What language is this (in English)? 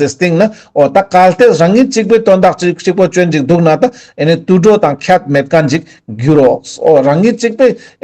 Ladakhi